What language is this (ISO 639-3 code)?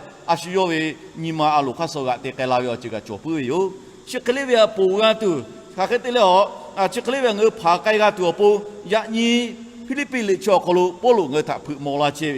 lhu